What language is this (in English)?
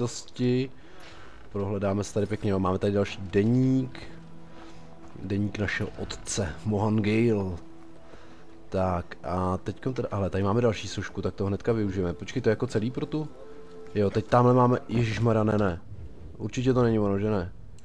Czech